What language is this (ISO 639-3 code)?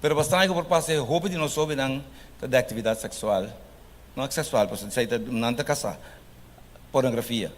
pap